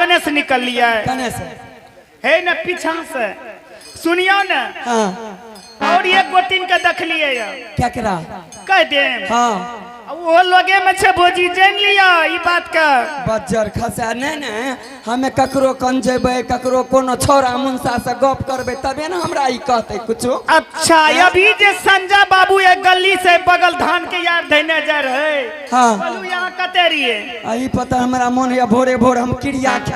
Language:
Angika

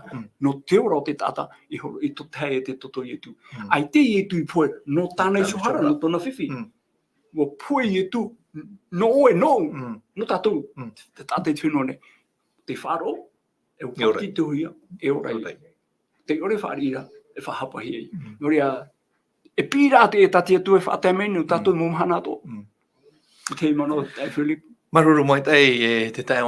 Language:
Tahitian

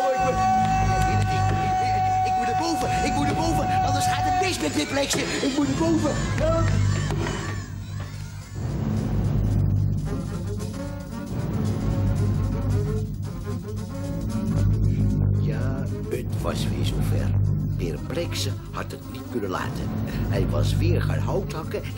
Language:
Dutch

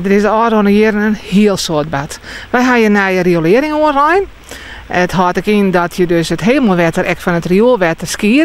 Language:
Western Frisian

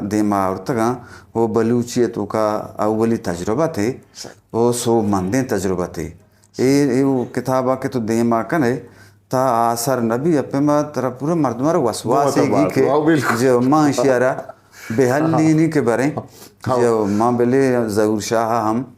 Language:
Eastern Balochi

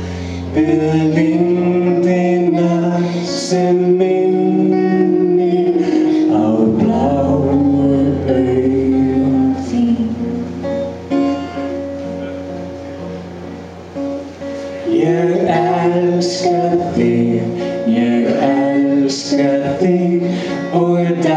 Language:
Icelandic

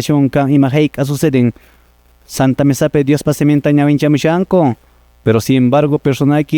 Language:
Quechua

